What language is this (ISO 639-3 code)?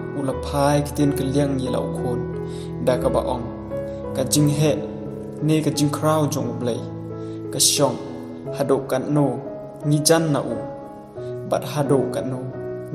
kha